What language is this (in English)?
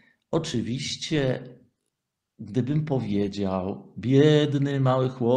Polish